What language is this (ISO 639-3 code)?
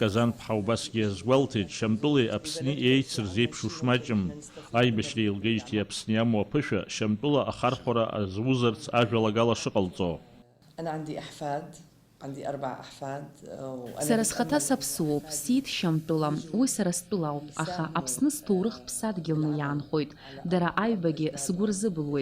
abk